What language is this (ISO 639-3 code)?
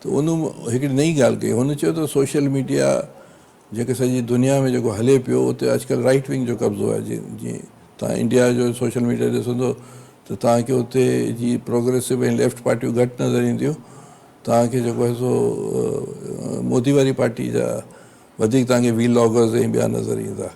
snd